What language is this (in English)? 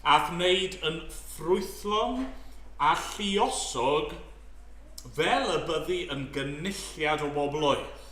Welsh